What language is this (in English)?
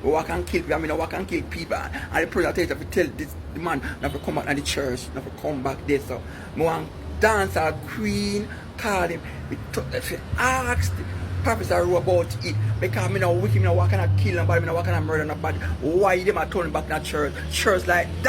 Jamaican Creole English